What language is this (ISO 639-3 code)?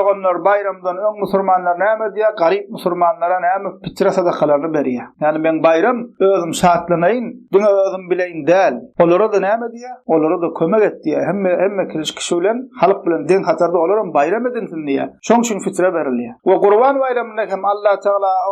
tuk